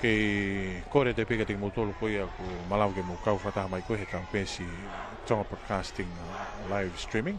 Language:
Tongan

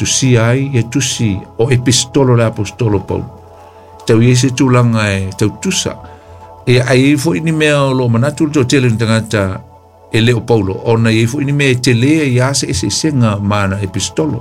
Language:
Samoan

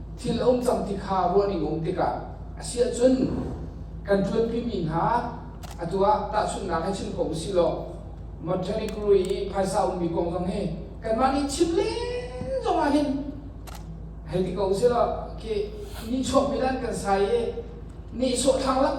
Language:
Hakha Chin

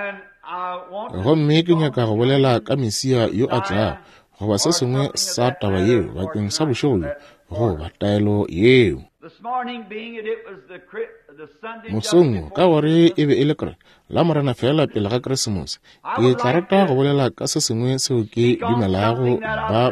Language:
Northern Sotho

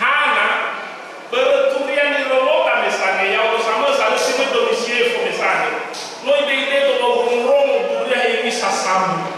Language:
Nias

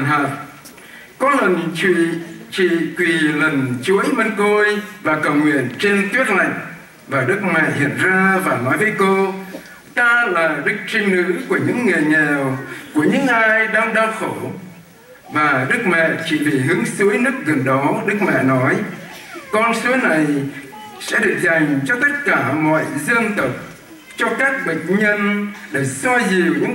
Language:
Vietnamese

